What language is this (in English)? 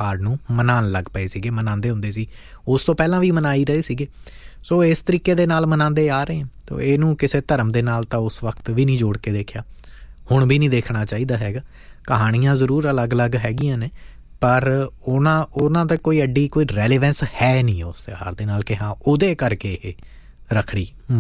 Punjabi